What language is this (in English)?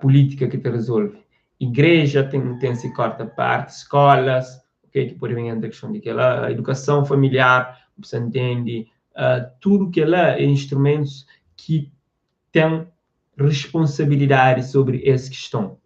Kabuverdianu